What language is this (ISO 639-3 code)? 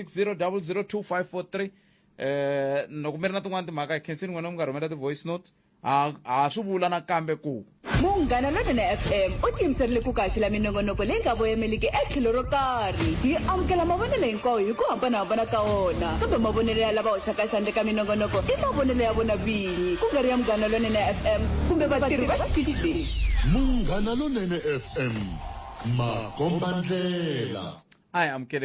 tso